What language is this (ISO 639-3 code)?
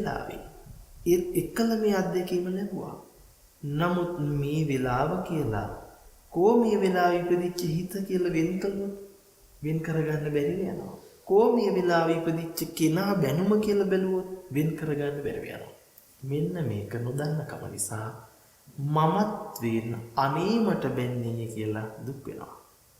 sin